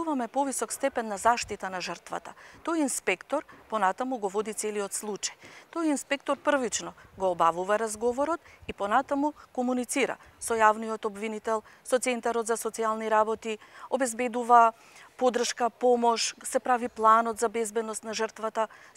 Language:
Macedonian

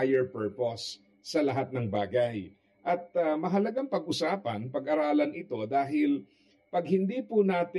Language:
Filipino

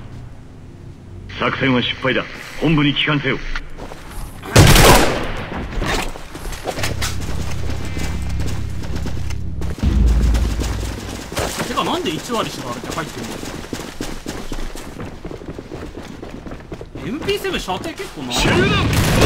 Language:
Japanese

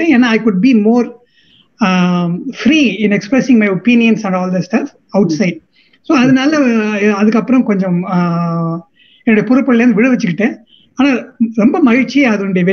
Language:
Tamil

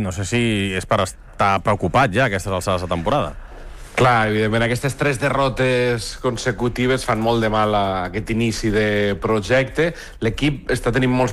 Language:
Catalan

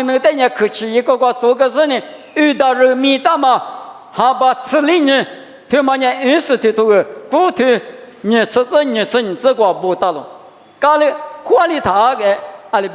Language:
Lisu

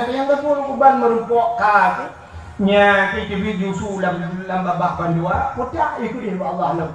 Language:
Achinese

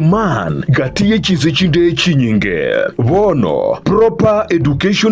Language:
Gusii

